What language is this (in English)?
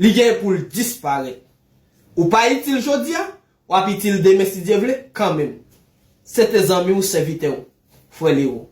Haitian Creole